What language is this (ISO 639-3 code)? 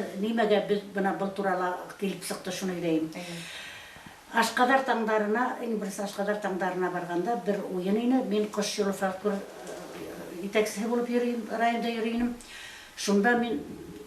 bak